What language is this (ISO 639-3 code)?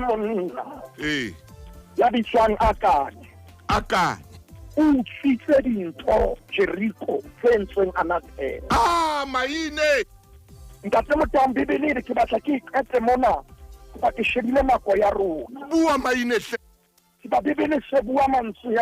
sot